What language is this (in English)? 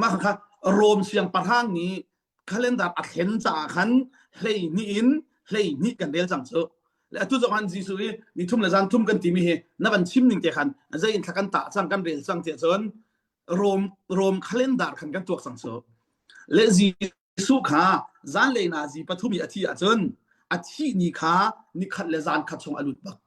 Hakha Chin